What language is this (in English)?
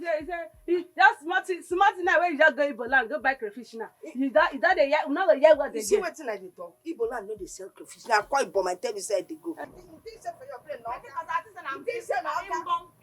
Nigerian Pidgin